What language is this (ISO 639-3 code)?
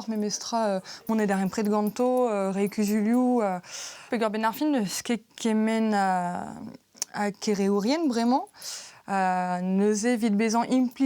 bre